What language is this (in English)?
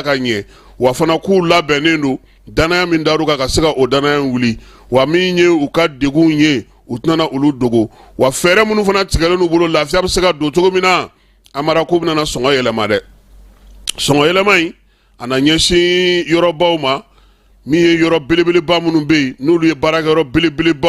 Bambara